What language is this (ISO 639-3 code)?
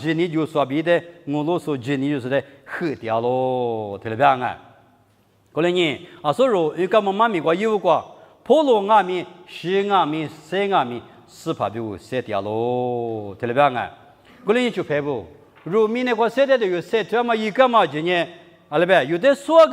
lis